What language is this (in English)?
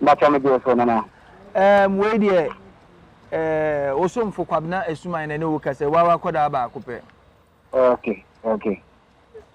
Akan